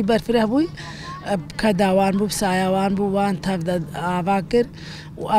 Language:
Kurdish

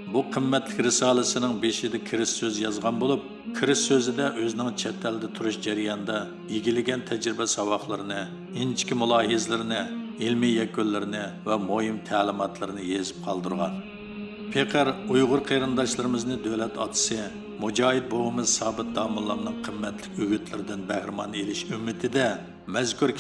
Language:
Uyghur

